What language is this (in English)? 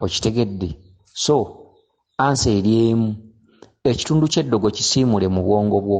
Ganda